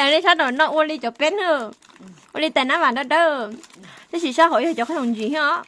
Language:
Hmong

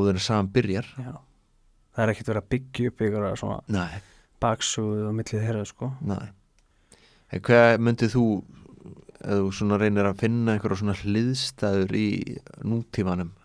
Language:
Icelandic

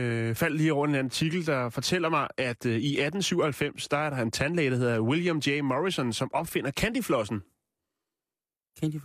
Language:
Danish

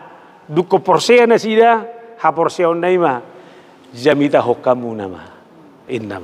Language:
Batak Toba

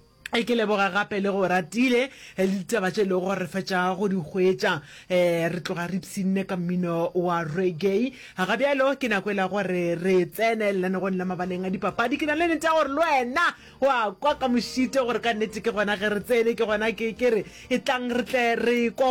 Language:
Northern Sotho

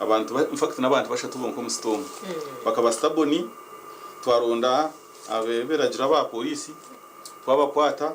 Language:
Nyankole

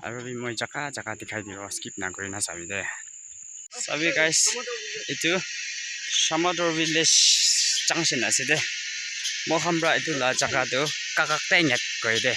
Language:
Naga Pidgin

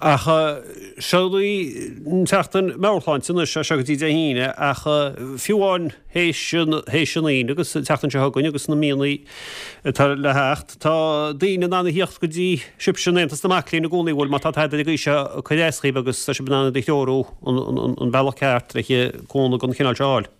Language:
Irish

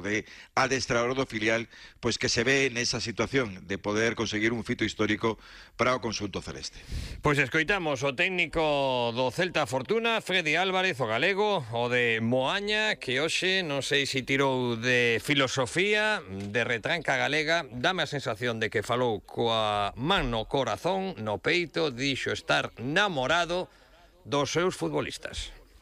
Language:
Galician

